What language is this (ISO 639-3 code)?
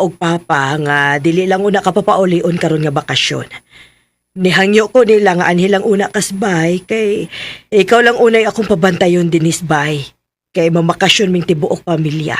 ceb